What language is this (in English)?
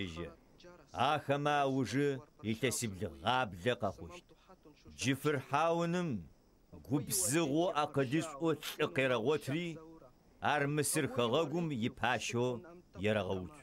Adyghe